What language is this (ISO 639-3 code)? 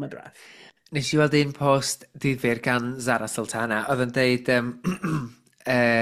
cym